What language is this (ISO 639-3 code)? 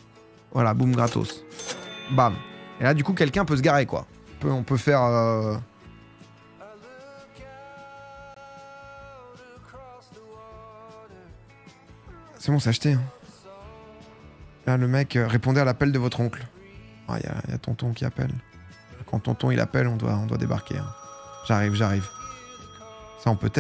fra